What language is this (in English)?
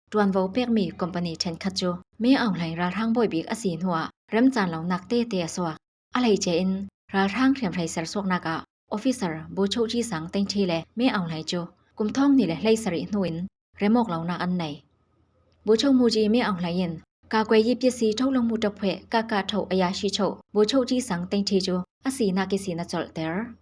Falam Chin